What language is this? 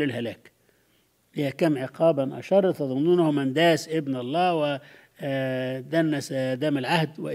Arabic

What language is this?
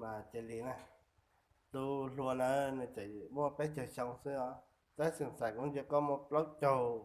Hmong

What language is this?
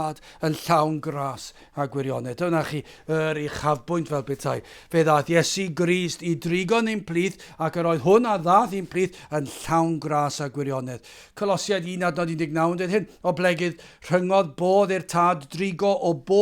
Welsh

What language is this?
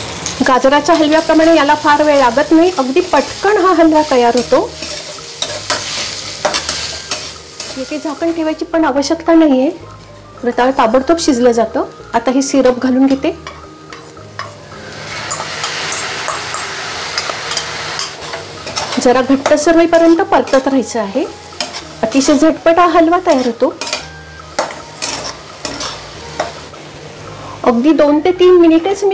Marathi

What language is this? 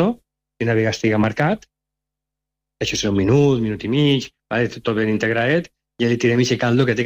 Catalan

